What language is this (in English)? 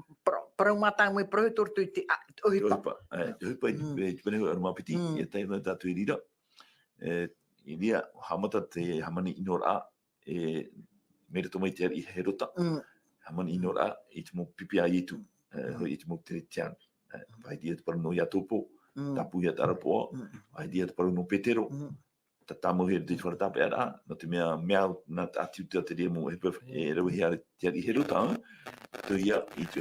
Tahitian